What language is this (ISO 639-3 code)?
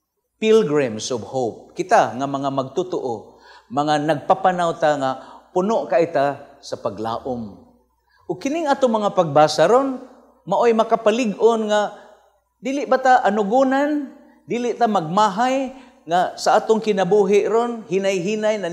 ceb